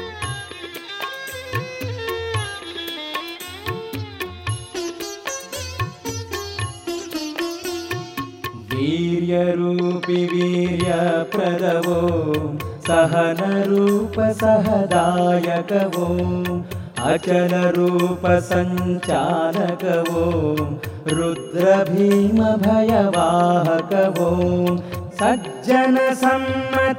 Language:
Kannada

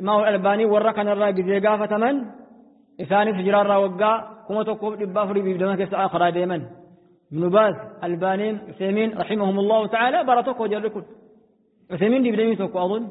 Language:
Oromo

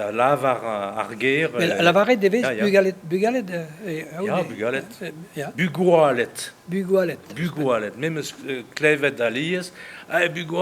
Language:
Breton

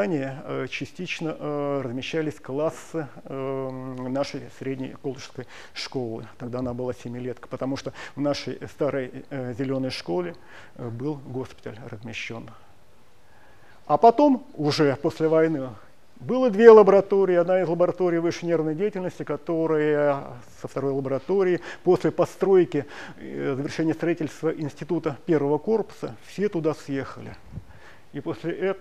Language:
Russian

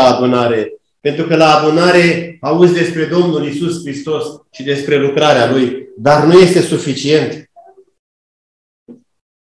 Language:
Romanian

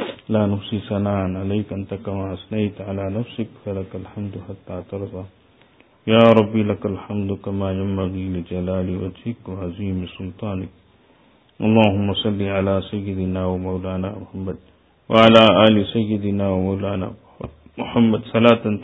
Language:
Urdu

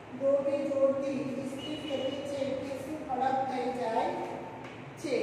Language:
Gujarati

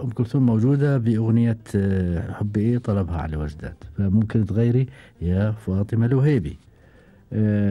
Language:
Gulf Arabic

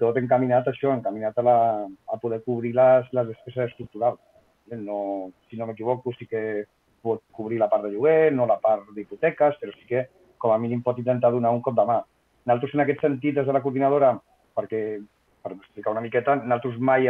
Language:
Catalan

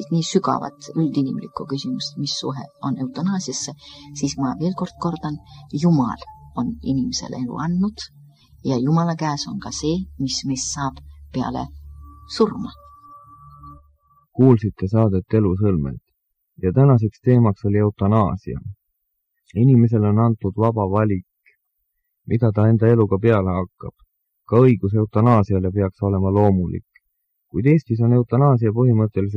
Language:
Estonian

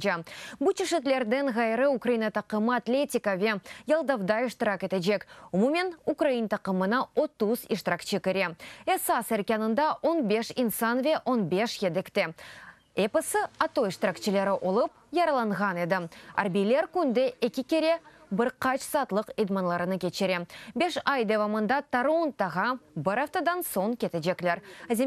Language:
Crimean Tatar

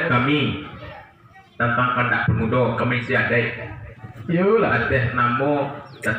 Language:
Minangkabau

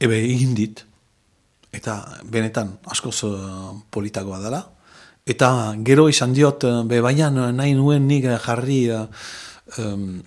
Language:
Basque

